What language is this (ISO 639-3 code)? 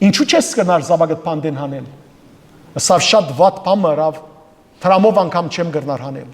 hyw